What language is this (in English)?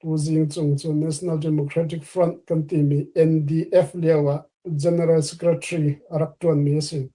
Hakha Chin